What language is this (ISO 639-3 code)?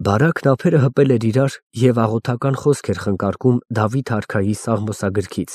hye